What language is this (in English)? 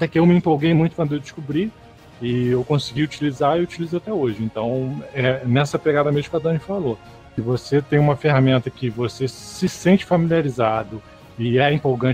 Portuguese